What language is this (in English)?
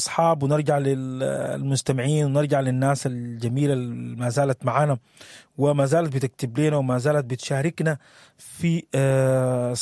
Sudanese Arabic